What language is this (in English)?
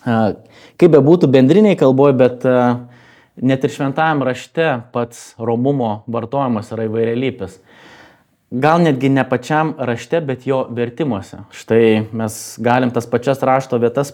Lithuanian